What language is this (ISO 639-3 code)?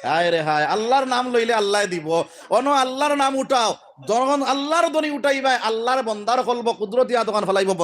syl